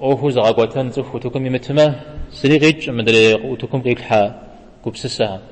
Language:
Kabardian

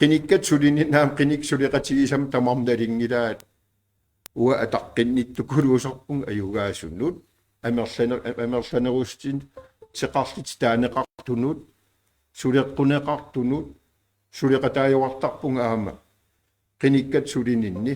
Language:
Kalaallisut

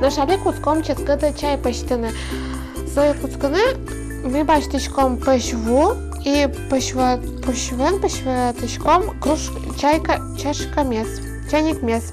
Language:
Udmurt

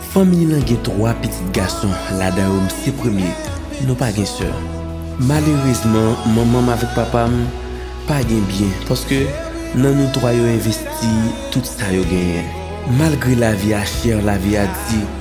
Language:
Haitian Creole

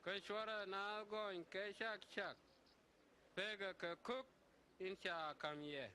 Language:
Nuer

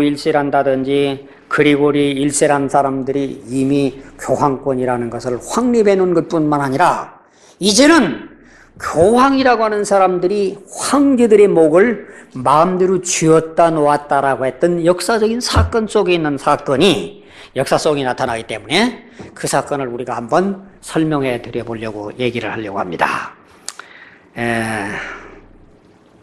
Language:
Korean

